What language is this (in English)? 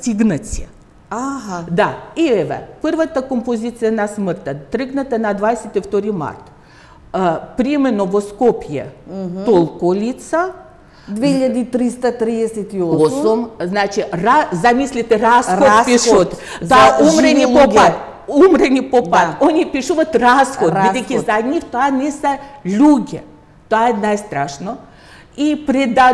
Macedonian